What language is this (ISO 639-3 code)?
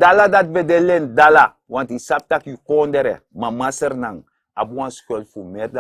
srn